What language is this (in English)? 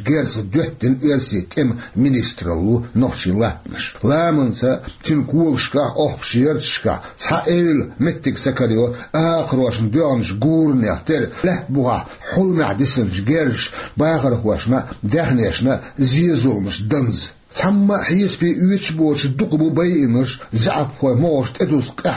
Chechen